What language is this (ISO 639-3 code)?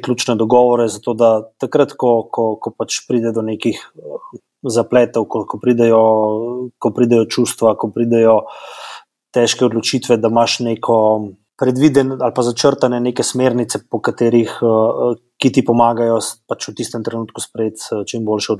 slv